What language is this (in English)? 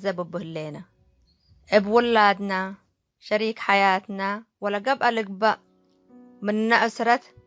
Tigre